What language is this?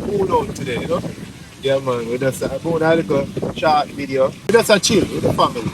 Jamaican Creole English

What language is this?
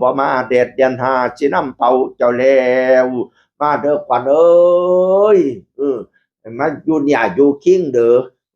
Northeastern Thai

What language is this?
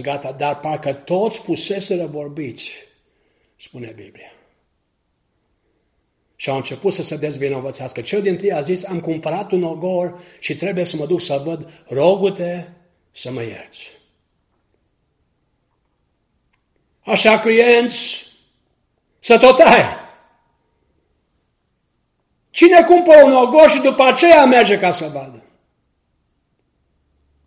Romanian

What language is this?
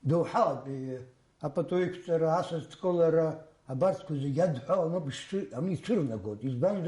Abkhazian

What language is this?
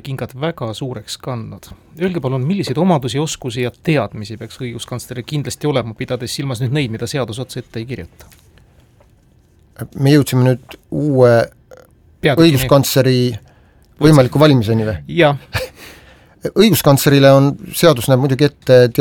Estonian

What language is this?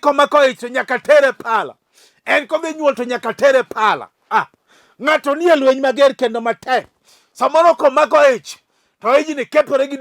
Luo (Kenya and Tanzania)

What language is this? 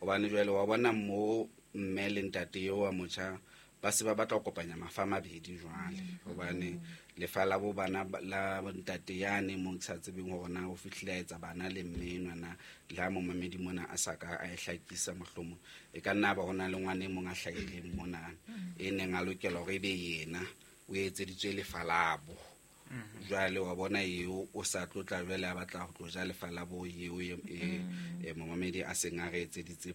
Southern Sotho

